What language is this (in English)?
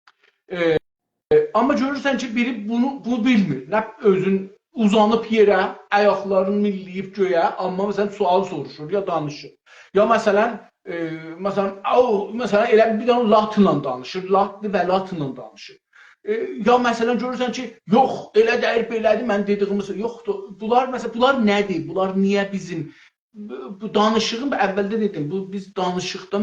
South Azerbaijani